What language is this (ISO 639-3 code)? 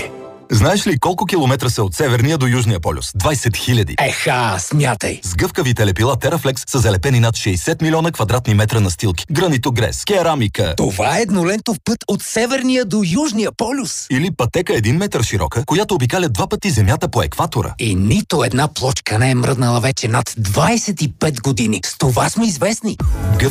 bul